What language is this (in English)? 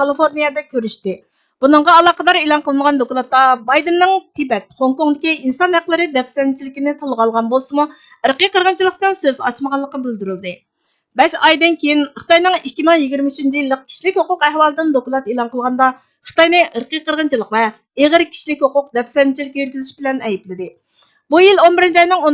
Uyghur